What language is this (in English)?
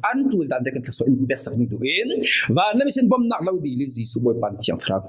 Falam Chin